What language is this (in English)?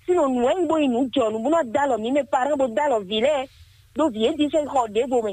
Fon